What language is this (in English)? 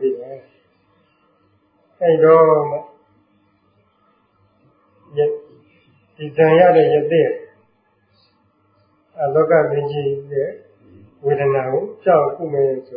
Burmese